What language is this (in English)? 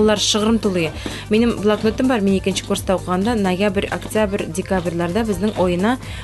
Tatar